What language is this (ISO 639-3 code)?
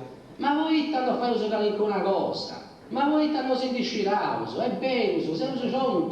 srd